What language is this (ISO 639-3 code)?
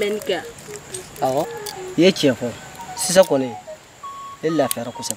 bam